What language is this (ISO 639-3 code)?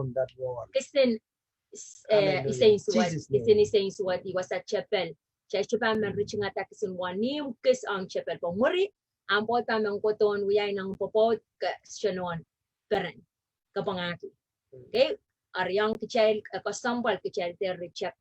pon